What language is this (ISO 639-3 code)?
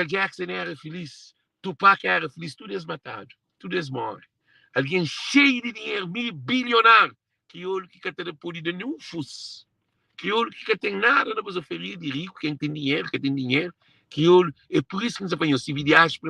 kea